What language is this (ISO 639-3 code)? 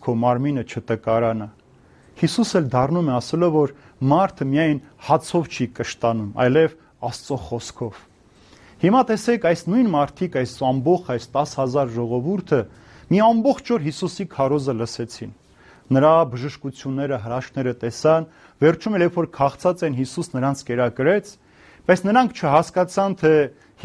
hye